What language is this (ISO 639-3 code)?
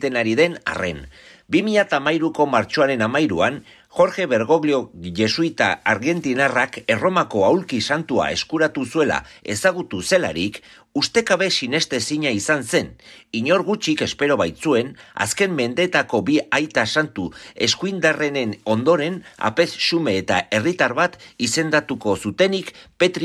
eus